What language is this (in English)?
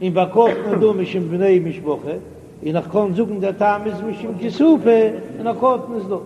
Yiddish